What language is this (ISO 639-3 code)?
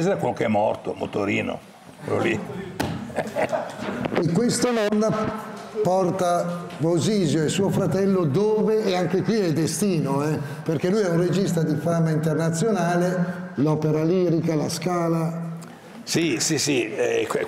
ita